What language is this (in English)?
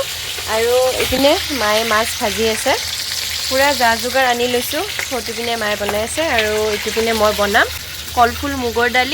Assamese